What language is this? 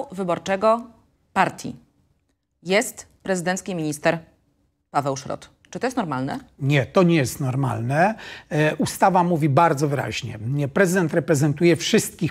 Polish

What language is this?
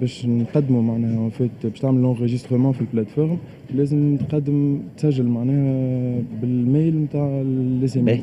Tunisian Arabic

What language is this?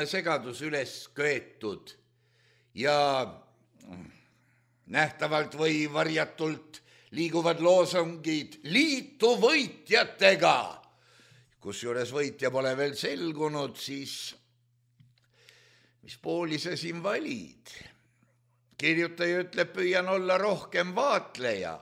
Estonian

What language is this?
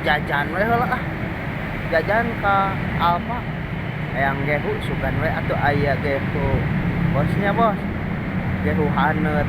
Sundanese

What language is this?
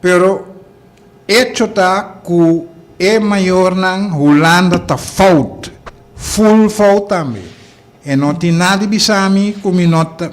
Papiamento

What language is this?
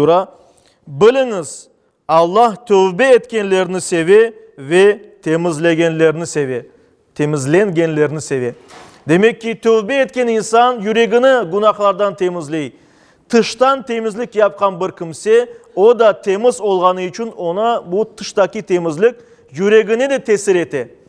Crimean Tatar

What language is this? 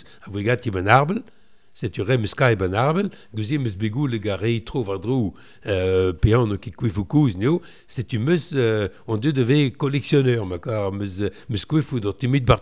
Breton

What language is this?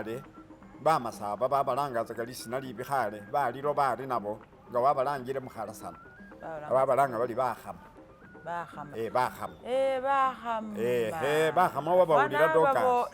Masaaba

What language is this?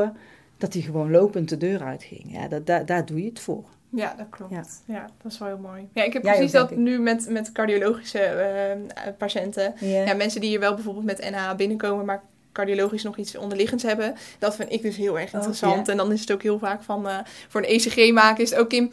Dutch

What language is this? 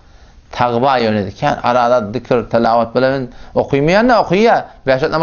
Turkmen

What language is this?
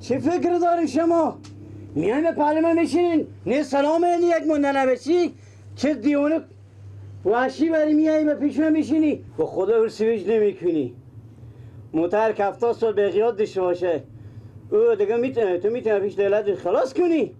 Persian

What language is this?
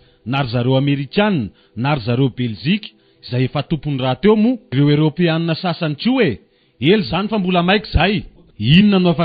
Malagasy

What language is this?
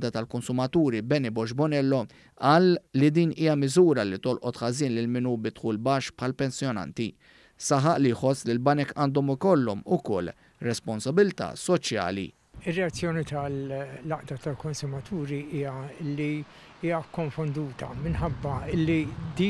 Maltese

